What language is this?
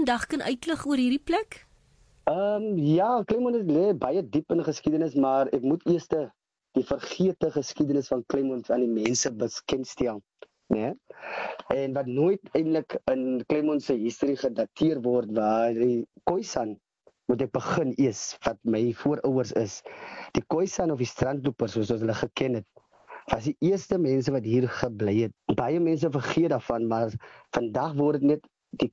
Afrikaans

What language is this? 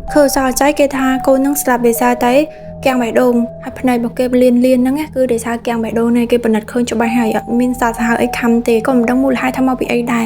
Khmer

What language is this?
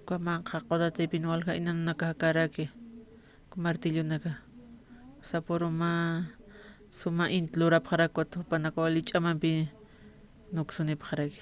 Aymara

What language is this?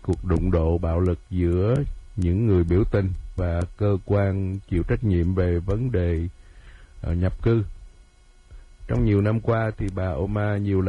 Vietnamese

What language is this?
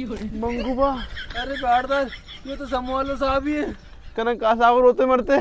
Rajasthani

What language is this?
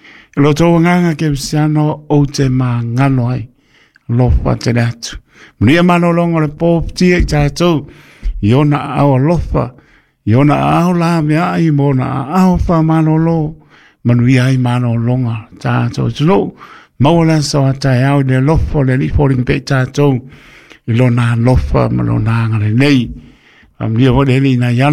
Samoan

